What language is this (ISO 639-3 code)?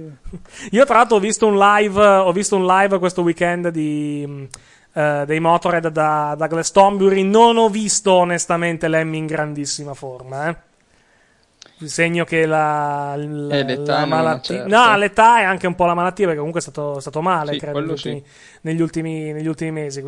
ita